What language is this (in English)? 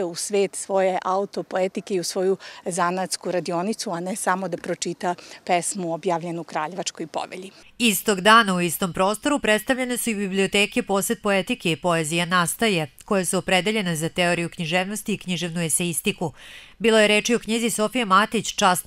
Serbian